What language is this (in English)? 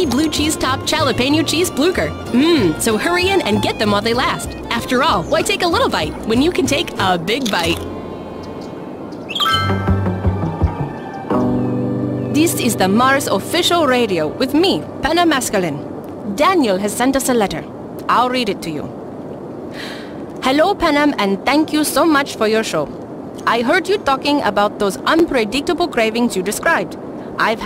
English